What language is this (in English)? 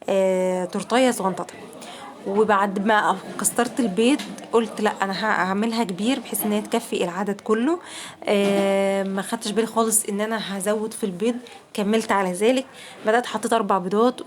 Egyptian Arabic